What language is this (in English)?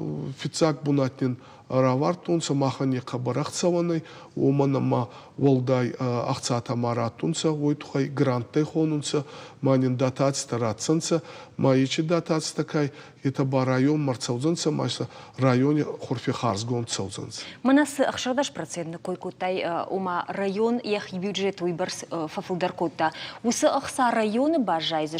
Ossetic